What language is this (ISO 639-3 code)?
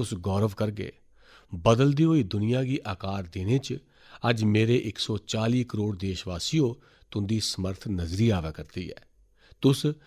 doi